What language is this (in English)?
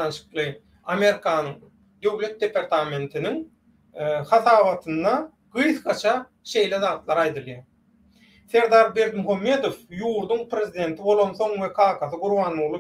Turkmen